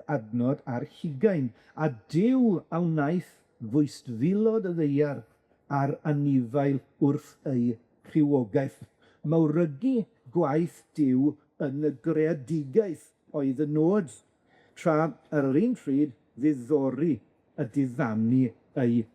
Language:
Welsh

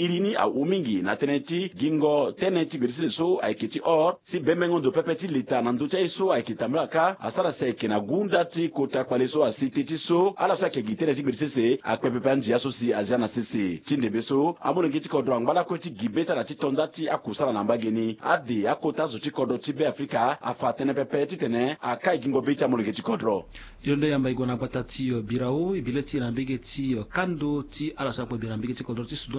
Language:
Sango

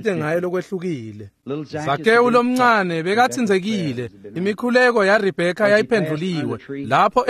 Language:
Swati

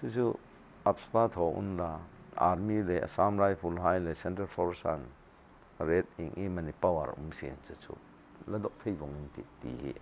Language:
Hmar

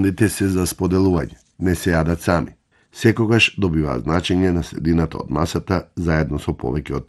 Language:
Macedonian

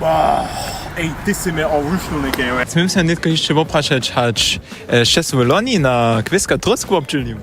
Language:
Upper Sorbian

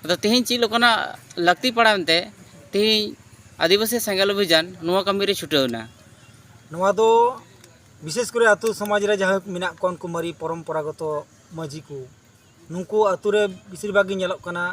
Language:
Santali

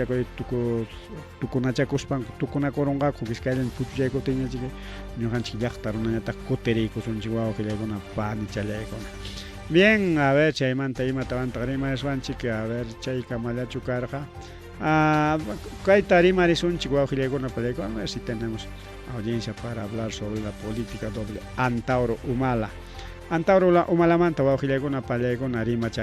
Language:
Ayacucho Quechua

